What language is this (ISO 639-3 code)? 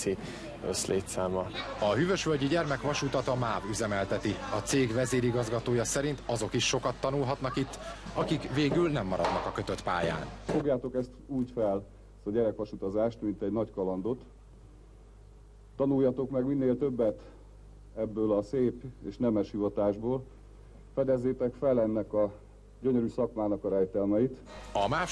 hun